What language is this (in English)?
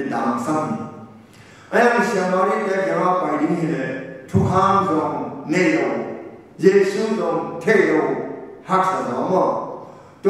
Tedim Chin